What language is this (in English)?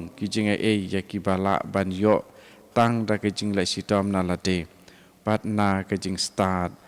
Khasi